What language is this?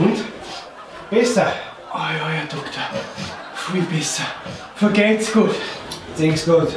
Bavarian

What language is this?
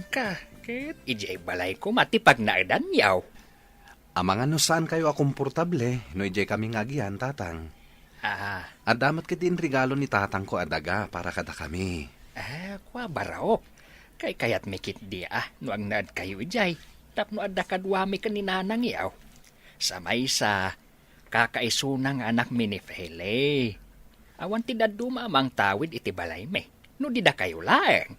Iloko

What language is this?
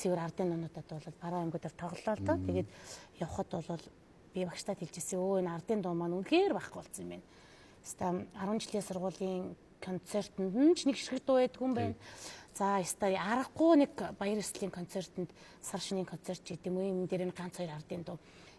Mongolian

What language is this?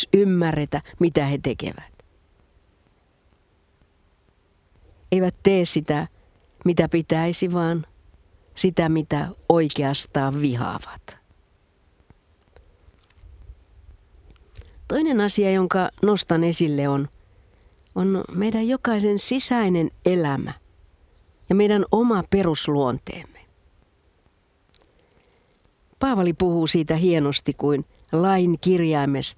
Finnish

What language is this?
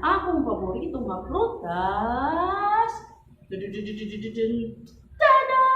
Waray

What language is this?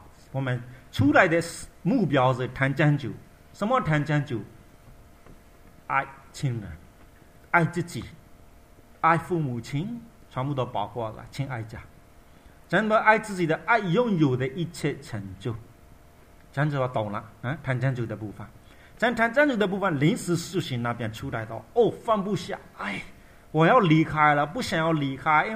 Chinese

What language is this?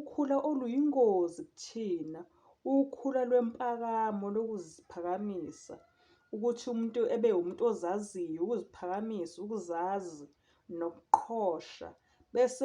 Zulu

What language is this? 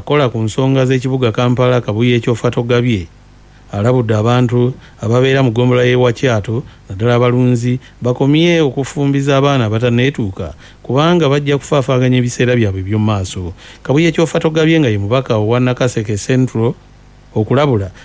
Ganda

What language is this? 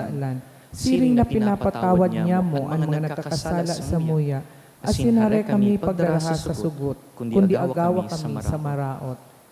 Bikol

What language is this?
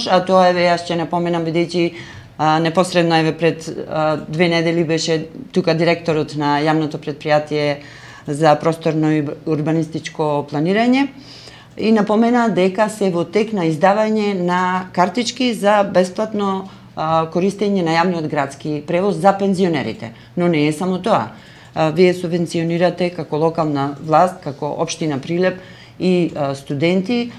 Macedonian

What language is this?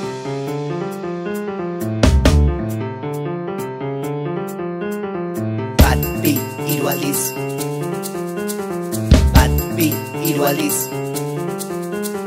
Basque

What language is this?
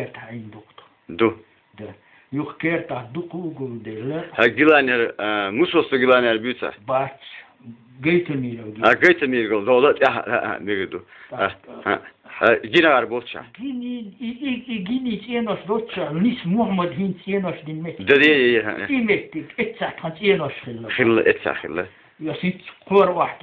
Chechen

